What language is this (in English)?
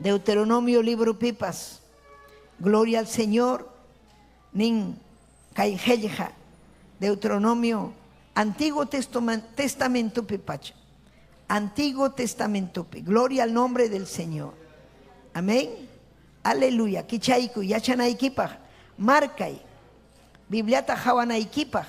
Ayacucho Quechua